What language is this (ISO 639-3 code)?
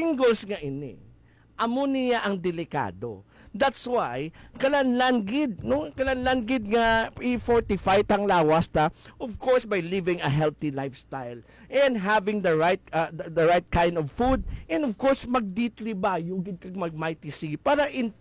hil